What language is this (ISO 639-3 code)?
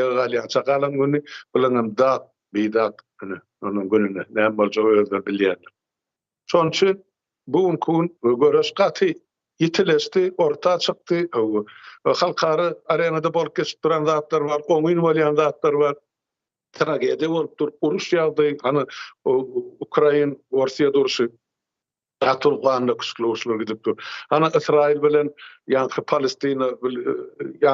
tuk